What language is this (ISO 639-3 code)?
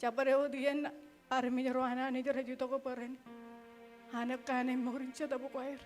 mah